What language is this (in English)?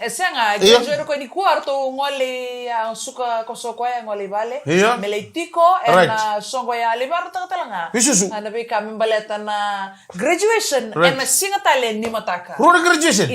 Fijian